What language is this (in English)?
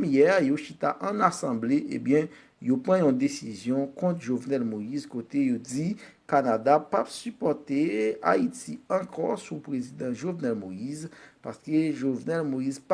Haitian Creole